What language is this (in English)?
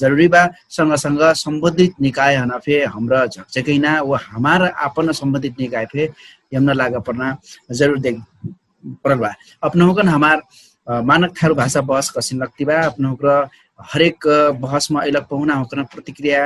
Dangaura Tharu